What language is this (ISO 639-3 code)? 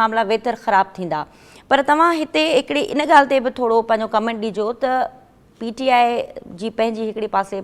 snd